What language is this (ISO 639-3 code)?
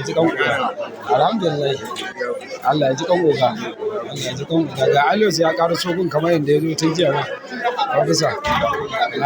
hau